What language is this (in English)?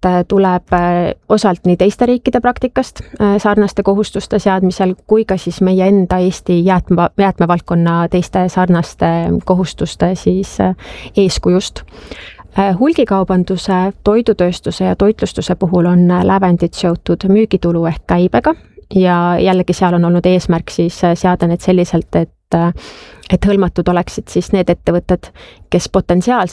Estonian